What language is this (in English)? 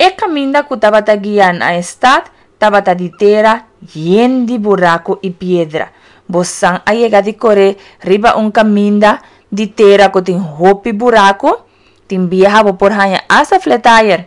Papiamento